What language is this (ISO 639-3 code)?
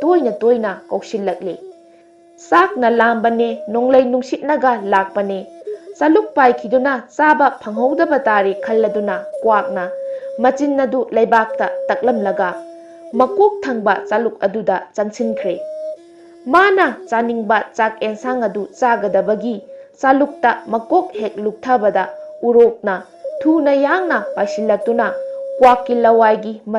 mni